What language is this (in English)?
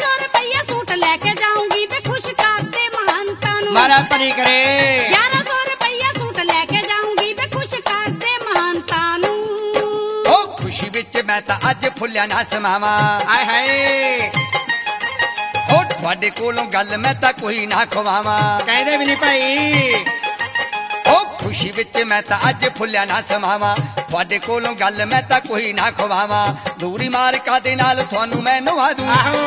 Punjabi